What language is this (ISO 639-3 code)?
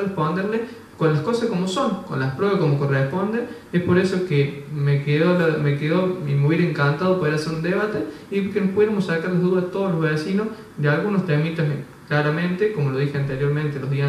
spa